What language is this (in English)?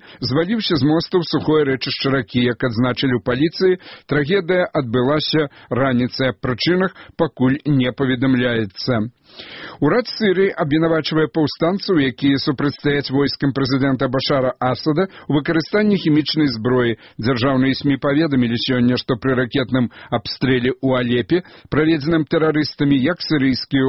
Belarusian